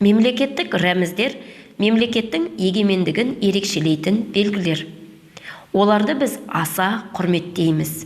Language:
Kazakh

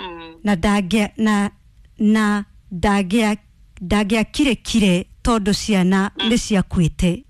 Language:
Kikuyu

